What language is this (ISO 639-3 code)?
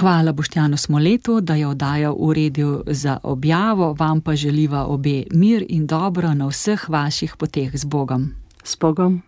slv